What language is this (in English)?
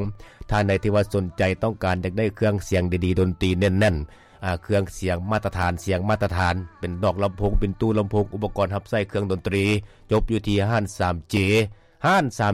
Lao